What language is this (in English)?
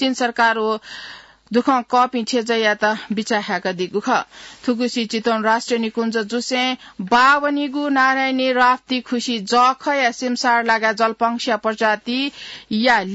Newari